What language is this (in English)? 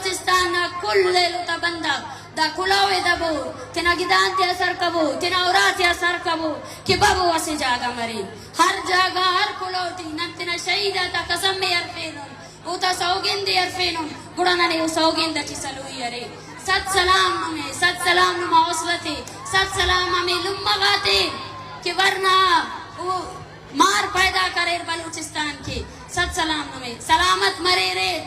Brahui